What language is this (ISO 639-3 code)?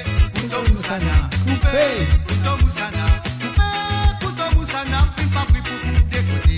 mfe